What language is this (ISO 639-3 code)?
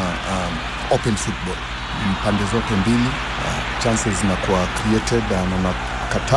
swa